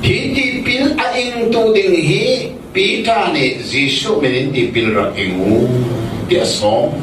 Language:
Hakha Chin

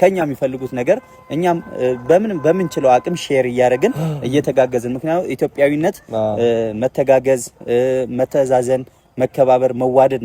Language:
Amharic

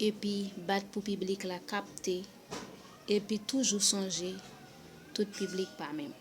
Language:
Haitian Creole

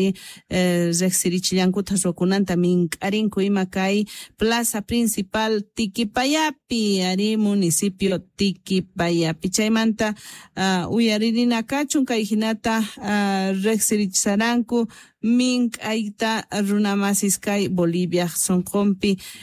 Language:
Quechua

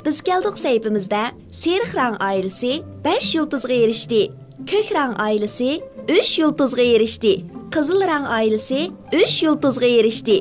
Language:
Uyghur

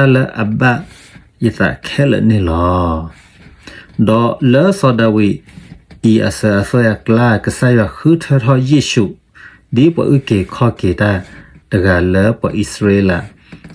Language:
S'gaw Karen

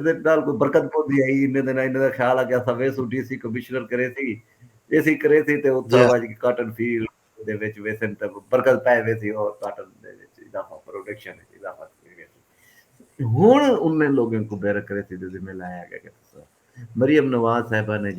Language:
Saraiki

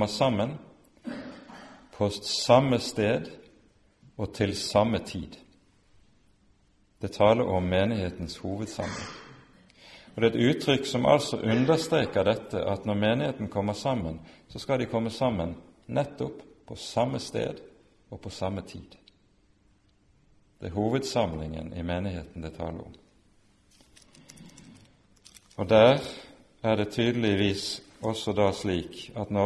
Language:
Norwegian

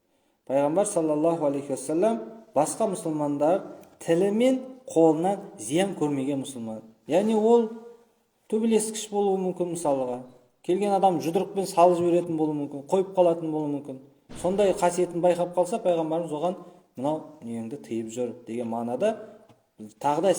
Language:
Kazakh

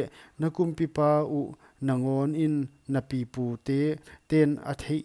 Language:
Paite Chin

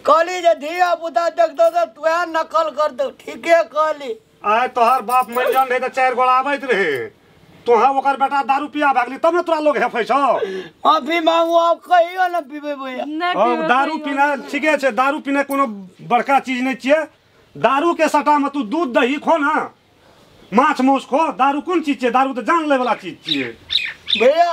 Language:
Maithili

